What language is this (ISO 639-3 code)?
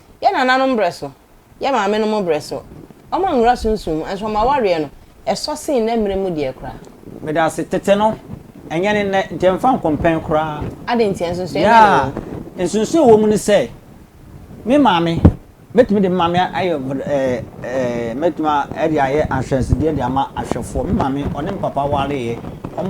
aka